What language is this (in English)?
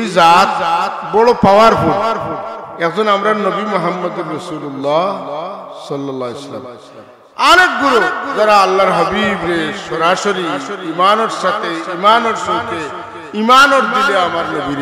Sylheti